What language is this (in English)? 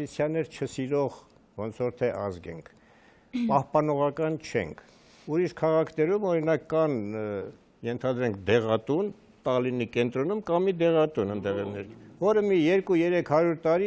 Armenian